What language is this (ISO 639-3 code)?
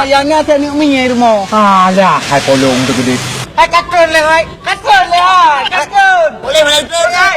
ace